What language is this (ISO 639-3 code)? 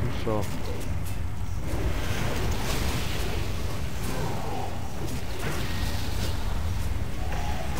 hrv